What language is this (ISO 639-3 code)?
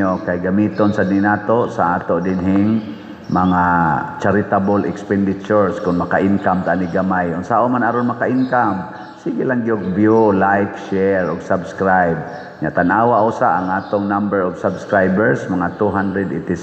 ceb